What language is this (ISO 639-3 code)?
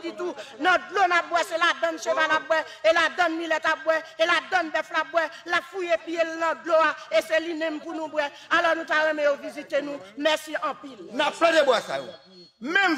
hat